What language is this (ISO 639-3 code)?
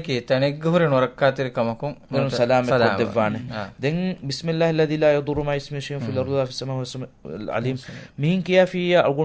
div